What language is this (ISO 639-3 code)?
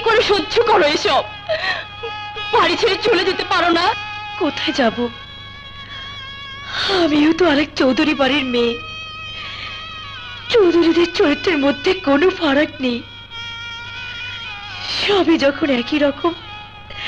ben